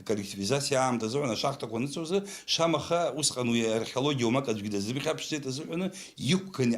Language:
Abkhazian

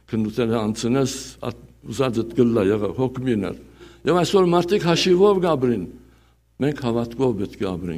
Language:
Western Armenian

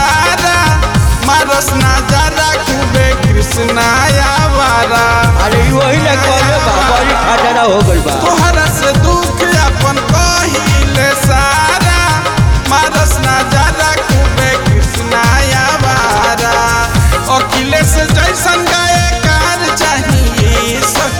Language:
Bhojpuri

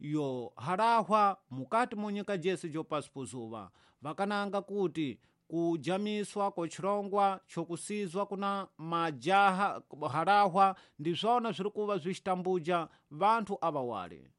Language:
Tsonga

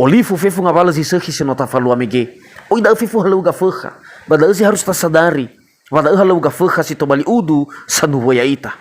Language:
Nias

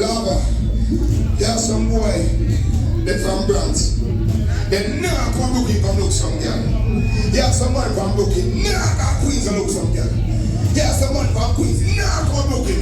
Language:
Jamaican Creole English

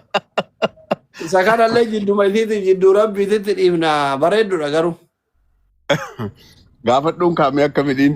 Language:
Oromo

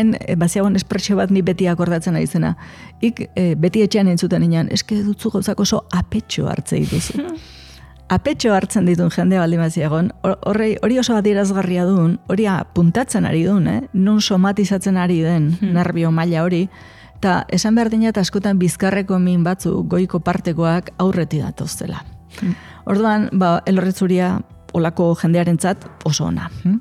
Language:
Basque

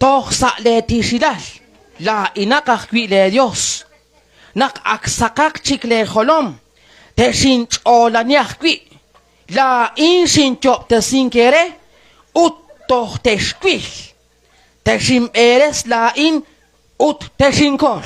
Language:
Kekchí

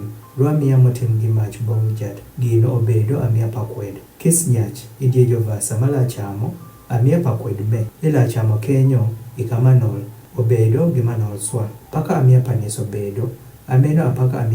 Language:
Adhola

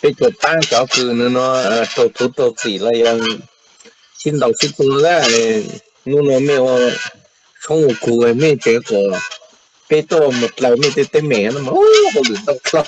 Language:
Hmong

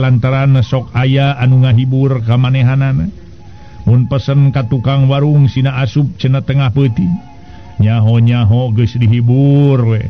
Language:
Sundanese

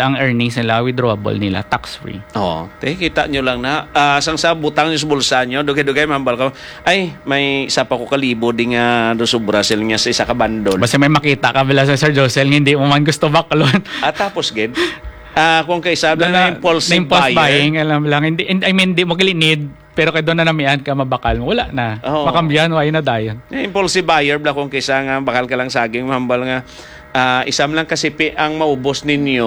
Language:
Hiligaynon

